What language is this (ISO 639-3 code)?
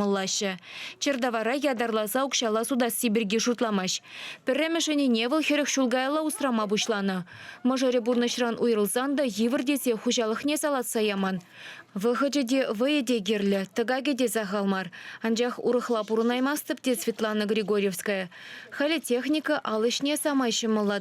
chv